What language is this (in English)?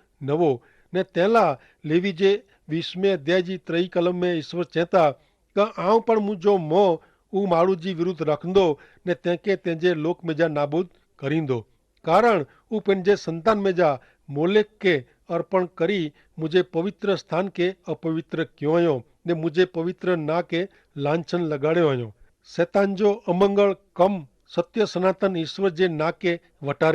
Kachhi